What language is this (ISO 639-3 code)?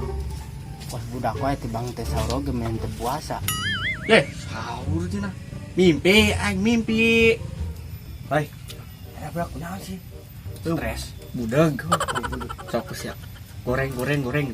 sun